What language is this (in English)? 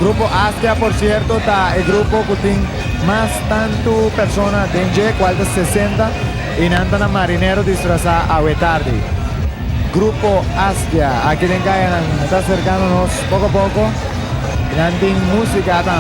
Papiamento